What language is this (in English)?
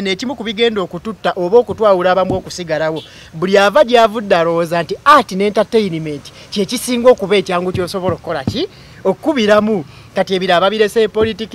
Ganda